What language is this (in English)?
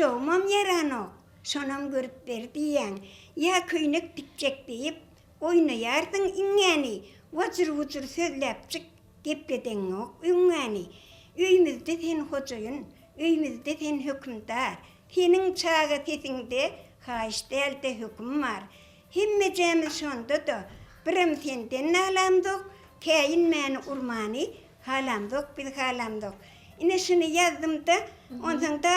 Turkmen